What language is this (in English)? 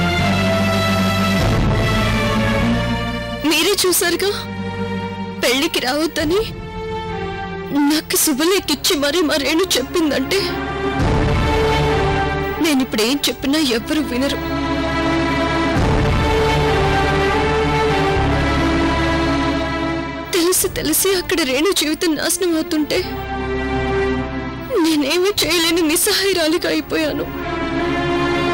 Telugu